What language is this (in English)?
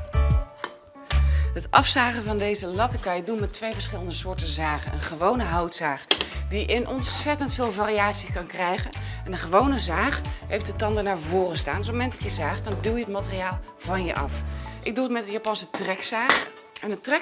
Dutch